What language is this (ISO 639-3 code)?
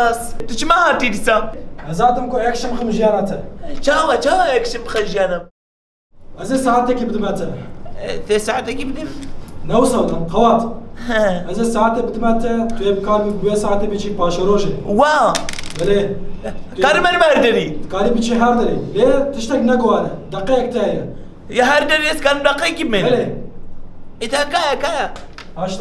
kur